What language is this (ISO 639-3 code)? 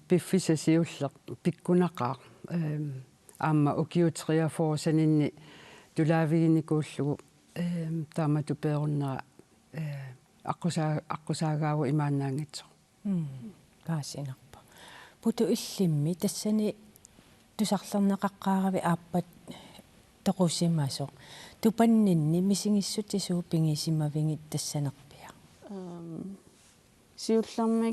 kal